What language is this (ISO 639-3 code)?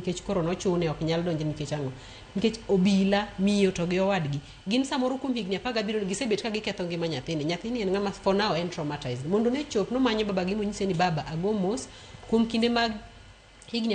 luo